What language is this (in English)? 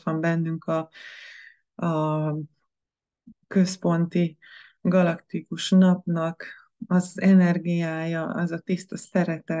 Hungarian